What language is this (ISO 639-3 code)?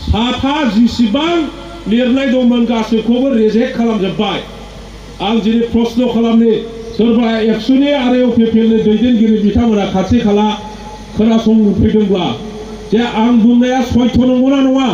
brx